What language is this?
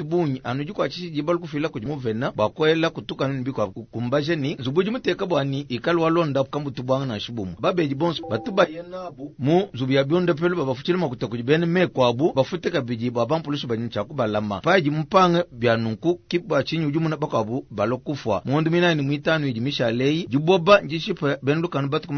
Luba-Lulua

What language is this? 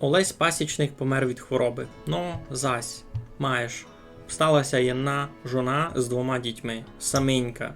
Rusyn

